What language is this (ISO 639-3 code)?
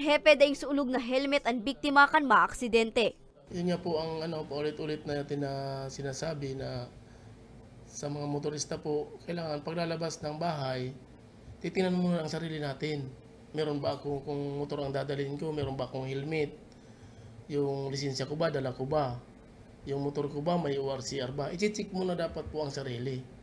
bik